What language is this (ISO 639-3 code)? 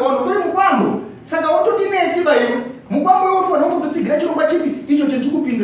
sna